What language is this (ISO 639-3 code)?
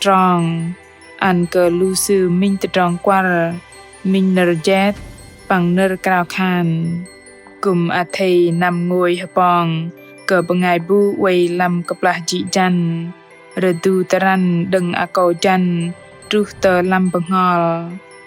bdq